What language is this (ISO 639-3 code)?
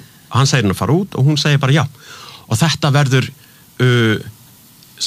isl